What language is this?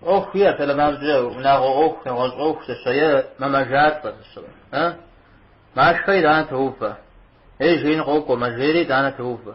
Kabardian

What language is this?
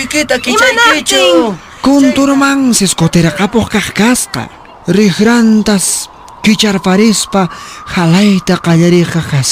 Quechua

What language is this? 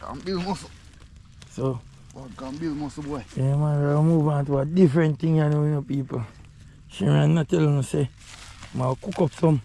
Jamaican Creole English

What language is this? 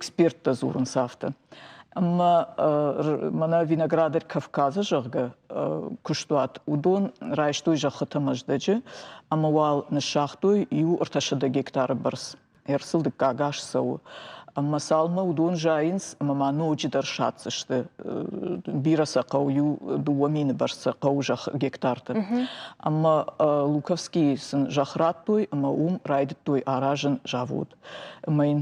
Ossetic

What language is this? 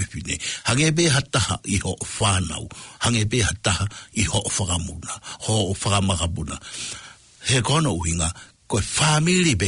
Tongan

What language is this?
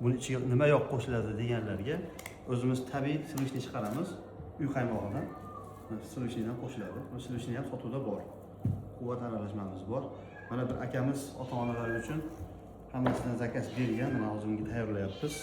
Uzbek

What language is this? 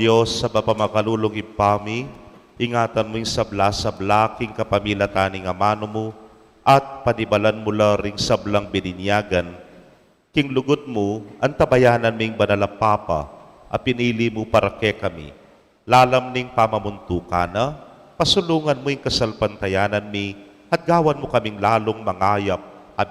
Pampanga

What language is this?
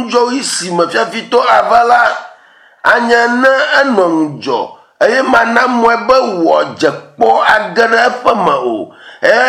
Ewe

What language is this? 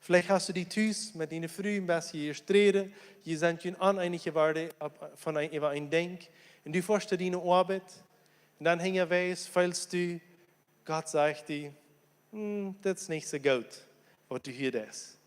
Plautdietsch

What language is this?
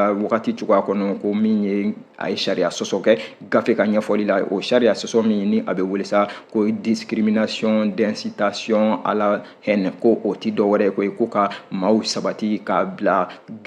Bambara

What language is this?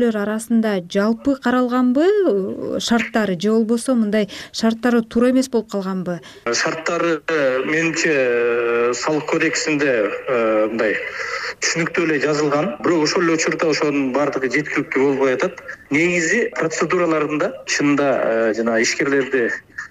Kyrgyz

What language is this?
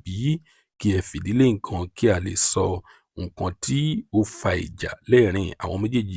Yoruba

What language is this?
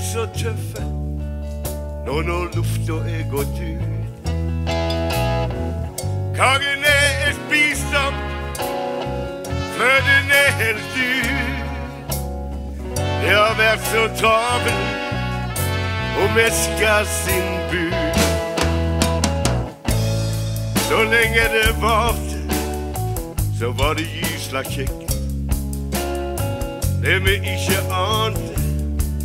Norwegian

